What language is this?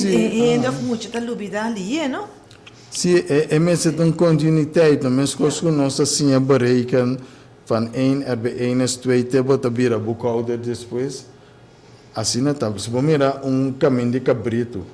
Papiamento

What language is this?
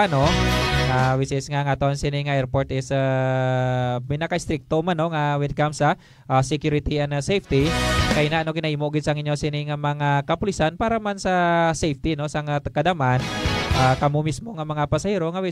Hiligaynon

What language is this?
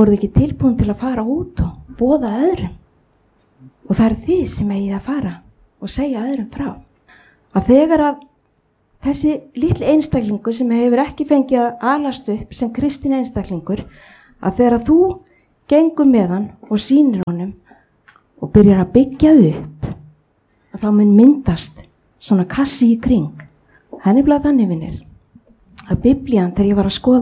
Icelandic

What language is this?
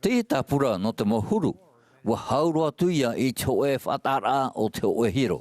Tahitian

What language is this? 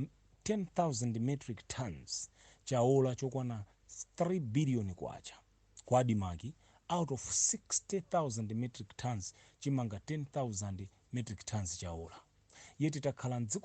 Nyanja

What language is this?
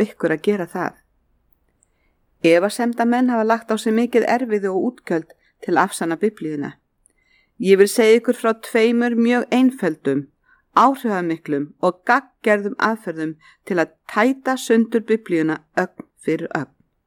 Icelandic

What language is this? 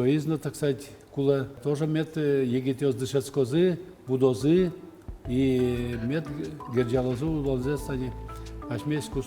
Udmurt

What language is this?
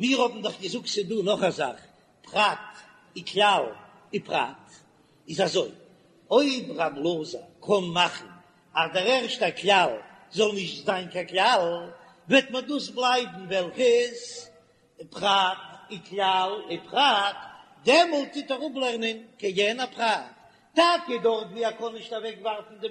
Yiddish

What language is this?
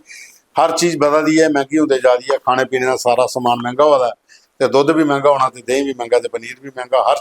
Dogri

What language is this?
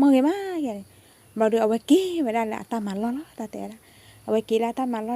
S'gaw Karen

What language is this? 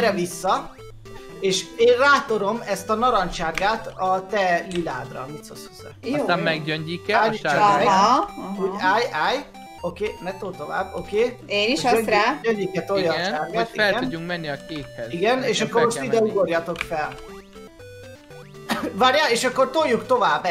Hungarian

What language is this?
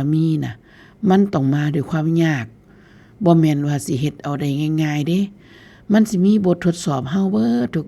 Northeastern Thai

